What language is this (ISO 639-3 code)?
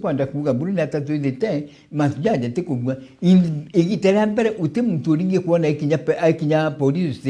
mer